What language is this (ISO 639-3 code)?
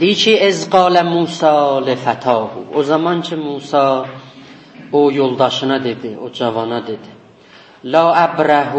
azb